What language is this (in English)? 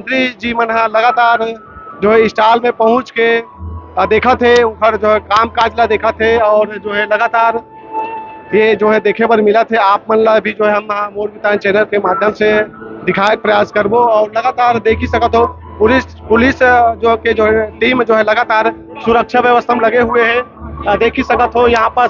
Chhattisgarhi